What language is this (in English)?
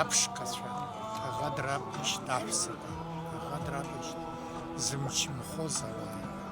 Abkhazian